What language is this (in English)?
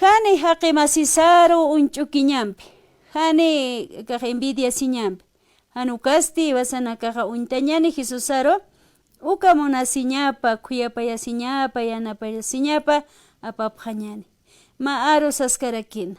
Aymara